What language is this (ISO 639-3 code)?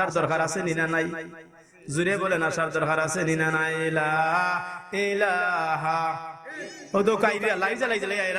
syl